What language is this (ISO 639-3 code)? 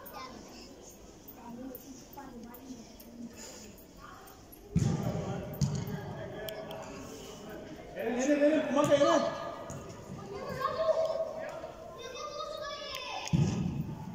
bul